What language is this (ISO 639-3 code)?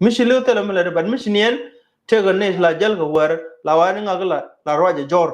nus